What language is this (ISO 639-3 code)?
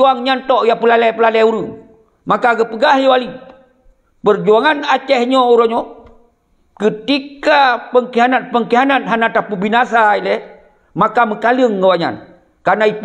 ace